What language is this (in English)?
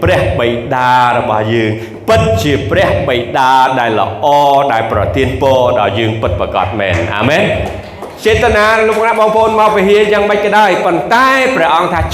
Khmer